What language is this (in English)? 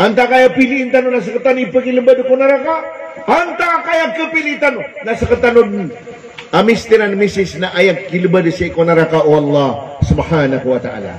Maranao